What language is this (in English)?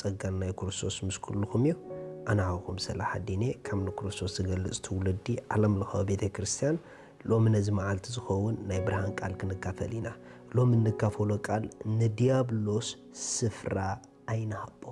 Tigrinya